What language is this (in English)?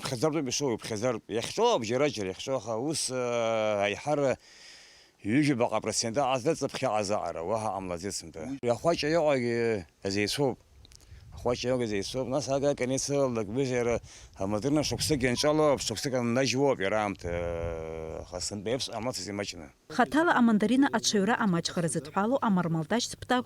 Abkhazian